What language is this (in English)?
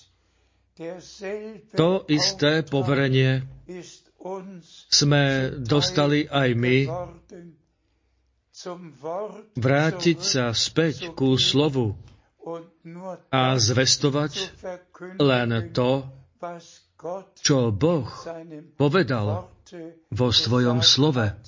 Slovak